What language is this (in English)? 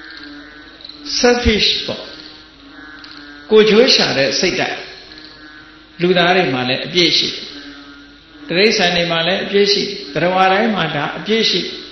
Burmese